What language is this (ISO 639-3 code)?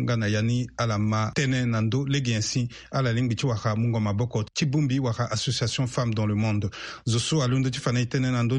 sag